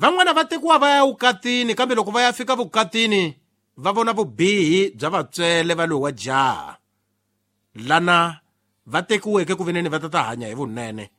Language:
Tsonga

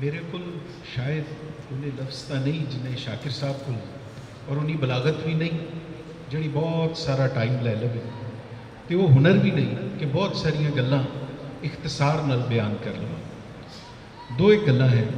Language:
Western Panjabi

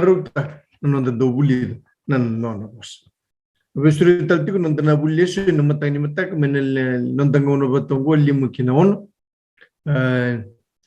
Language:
Fijian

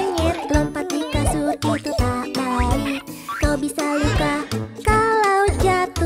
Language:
Indonesian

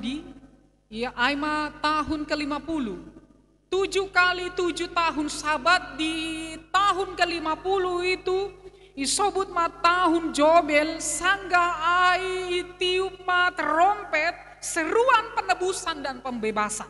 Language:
Batak Simalungun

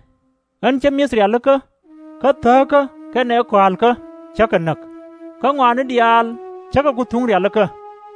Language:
Nuer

